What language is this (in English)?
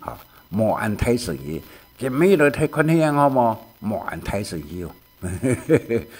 Hakka Chinese